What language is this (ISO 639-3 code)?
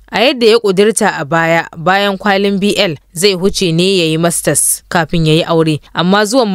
hau